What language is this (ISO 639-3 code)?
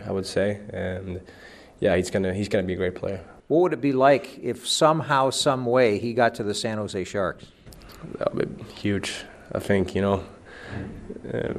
eng